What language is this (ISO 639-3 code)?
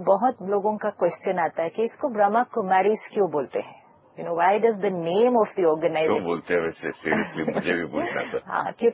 hin